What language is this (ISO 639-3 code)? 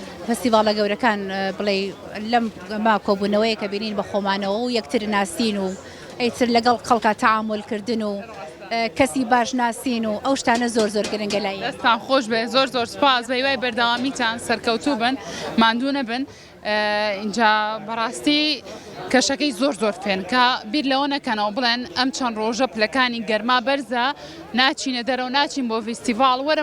ckb